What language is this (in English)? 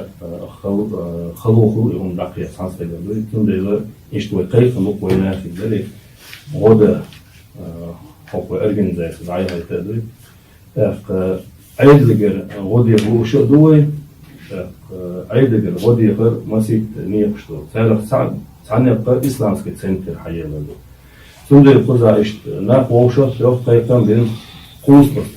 Chechen